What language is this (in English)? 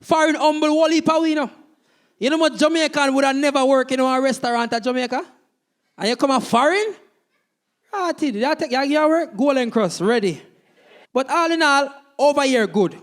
Jamaican Creole English